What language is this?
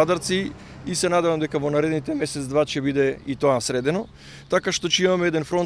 Macedonian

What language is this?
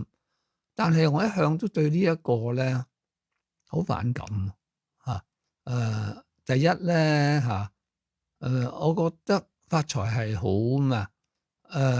Cantonese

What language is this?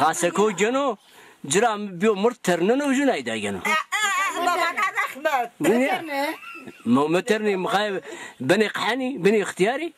Zaza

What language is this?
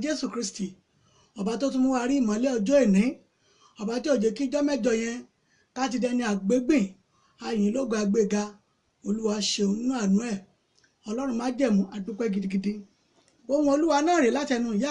Yoruba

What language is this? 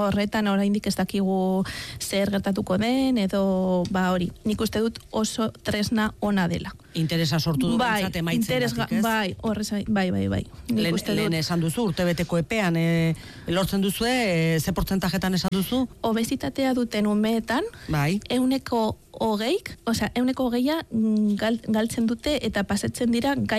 Basque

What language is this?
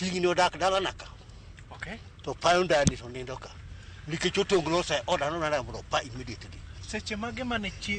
Luo (Kenya and Tanzania)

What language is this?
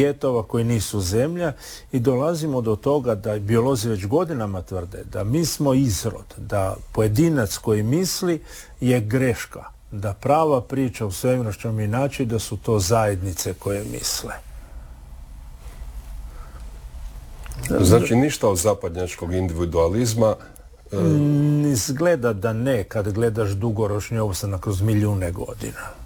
Croatian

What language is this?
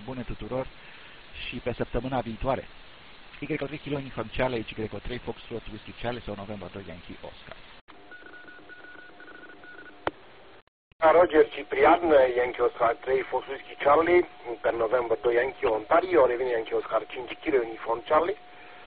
Romanian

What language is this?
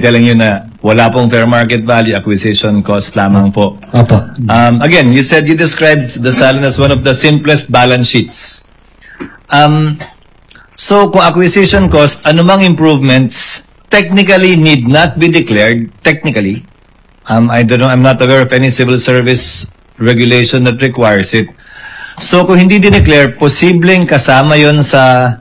Filipino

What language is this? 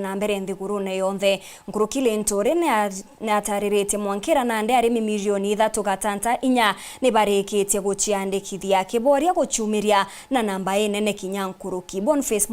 Meru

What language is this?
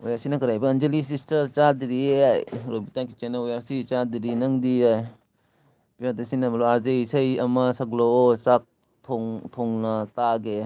Manipuri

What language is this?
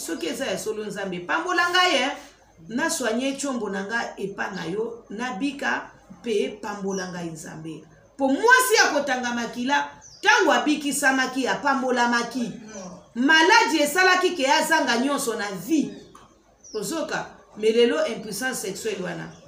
Lingala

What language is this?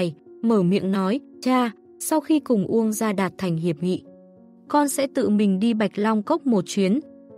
Vietnamese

